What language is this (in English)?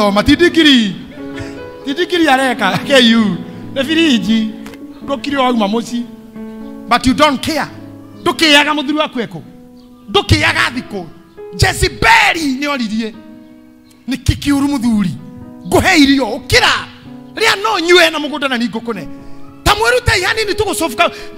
Kikuyu